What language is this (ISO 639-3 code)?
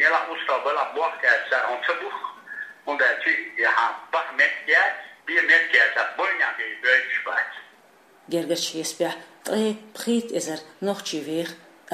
che